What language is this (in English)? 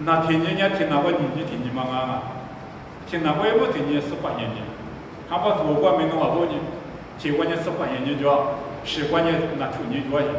Lisu